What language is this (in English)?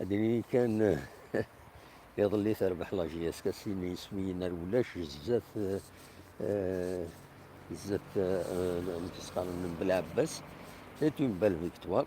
Kabyle